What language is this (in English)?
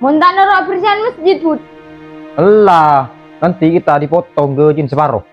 Madurese